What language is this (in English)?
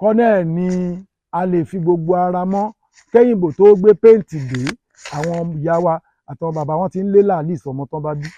Yoruba